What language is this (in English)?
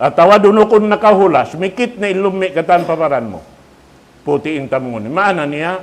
Tausug